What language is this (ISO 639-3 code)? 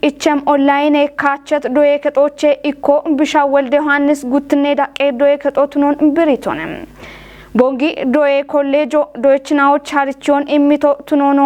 kbr